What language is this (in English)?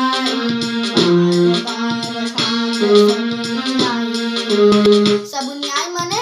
Bhojpuri